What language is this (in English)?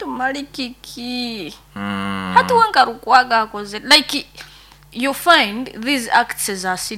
Nyoro